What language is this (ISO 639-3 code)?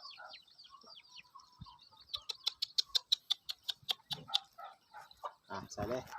lao